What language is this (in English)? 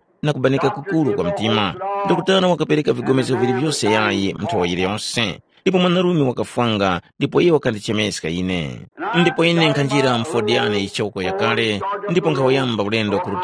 Tumbuka